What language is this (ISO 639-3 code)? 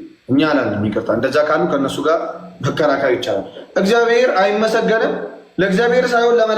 amh